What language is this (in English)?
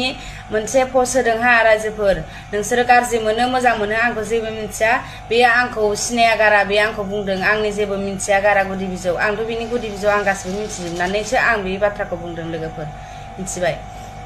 Bodo